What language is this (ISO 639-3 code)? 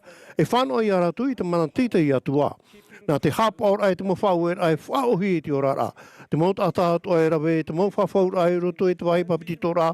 tah